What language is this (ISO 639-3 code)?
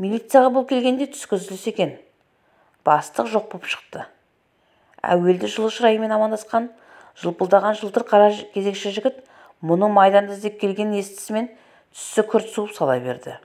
kaz